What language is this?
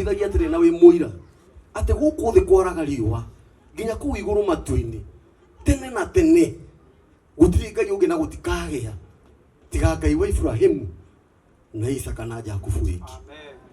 Kikuyu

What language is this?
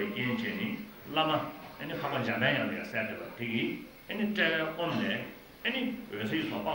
Tibetan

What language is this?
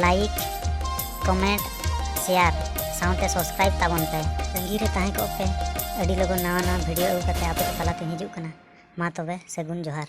Santali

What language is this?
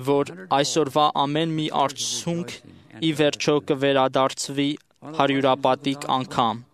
Armenian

